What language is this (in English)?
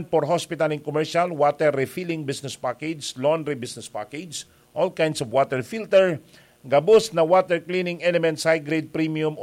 Bikol